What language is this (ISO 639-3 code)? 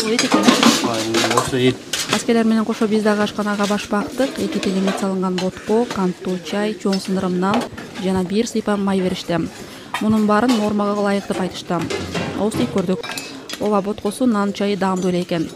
kir